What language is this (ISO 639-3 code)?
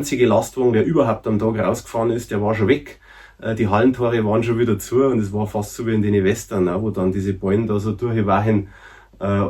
bar